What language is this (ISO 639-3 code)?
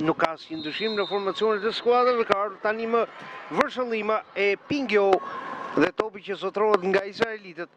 sqi